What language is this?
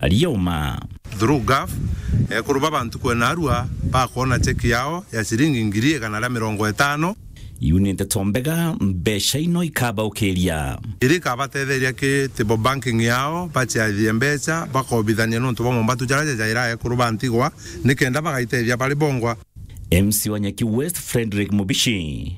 Meru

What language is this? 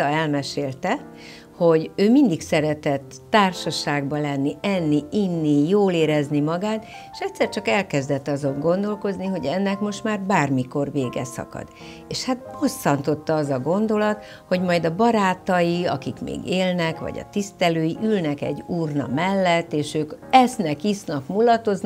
Hungarian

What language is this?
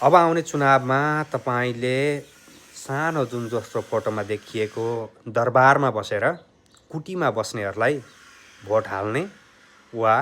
Nepali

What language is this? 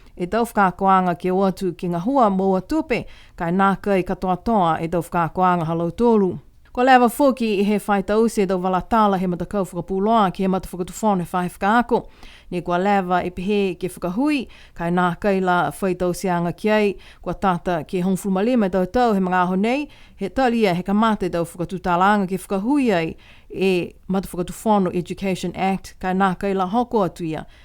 Niuean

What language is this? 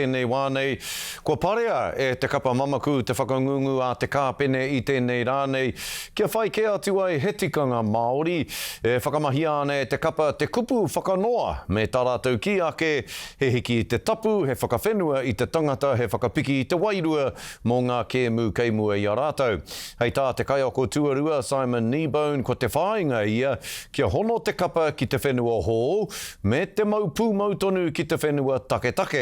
Māori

